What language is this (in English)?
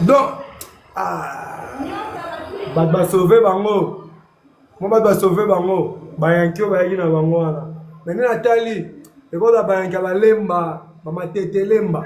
Lingala